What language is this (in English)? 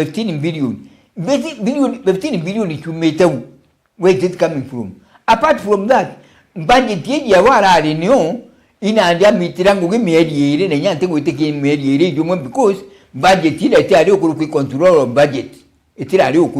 Meru